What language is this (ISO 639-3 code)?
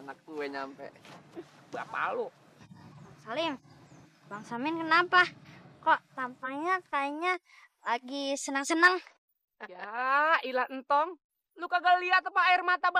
bew